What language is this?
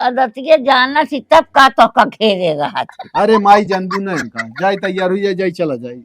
Awadhi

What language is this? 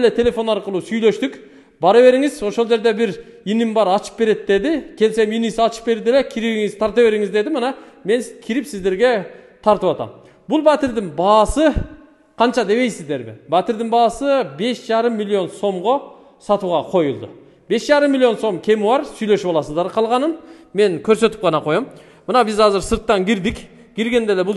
Kyrgyz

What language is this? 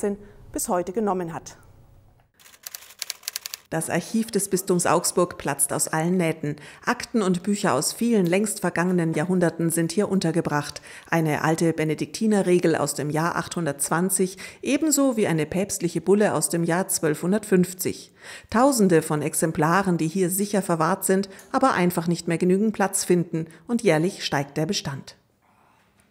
German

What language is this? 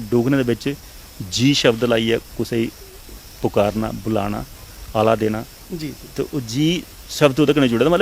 Dogri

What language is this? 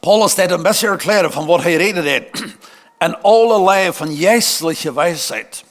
Plautdietsch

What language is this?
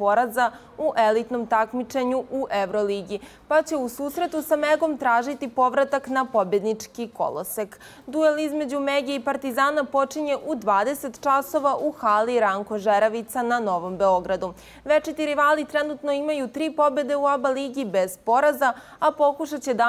Serbian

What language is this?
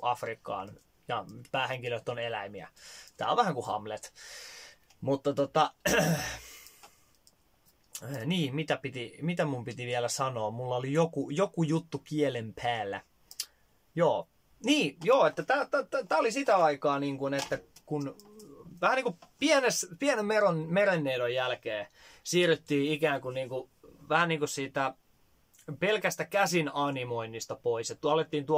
Finnish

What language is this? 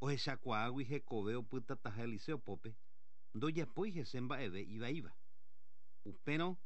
Guarani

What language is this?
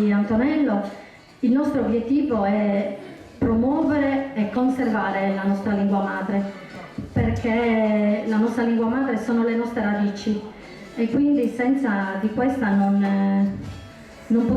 Sardinian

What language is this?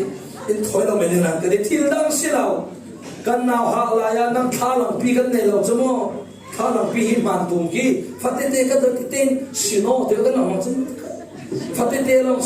Falam Chin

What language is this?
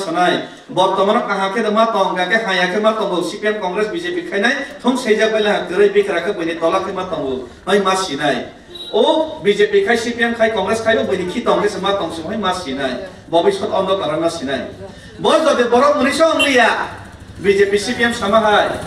Kok Borok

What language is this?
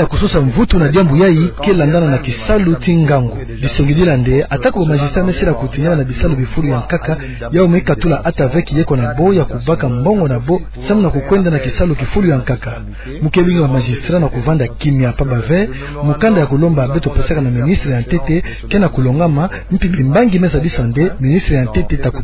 Kituba (Democratic Republic of Congo)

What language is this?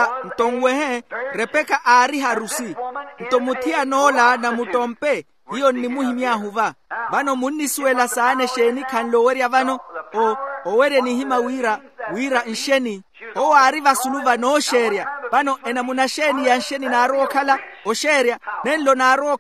Makhuwa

